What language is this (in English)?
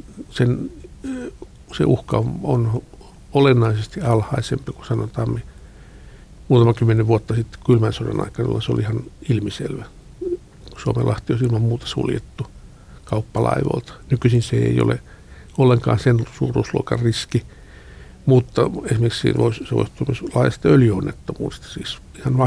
Finnish